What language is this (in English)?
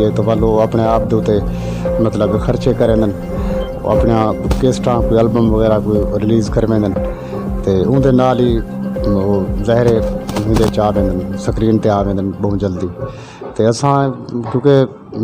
Saraiki